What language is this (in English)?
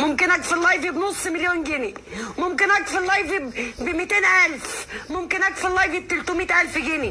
Egyptian Arabic